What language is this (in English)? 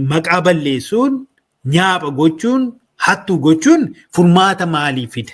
Oromo